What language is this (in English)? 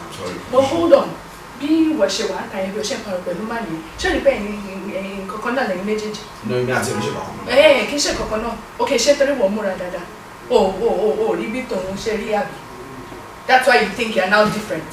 Yoruba